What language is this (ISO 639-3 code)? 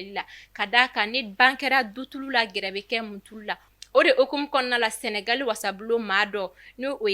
bam